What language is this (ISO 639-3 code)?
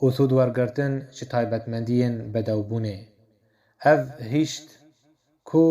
kur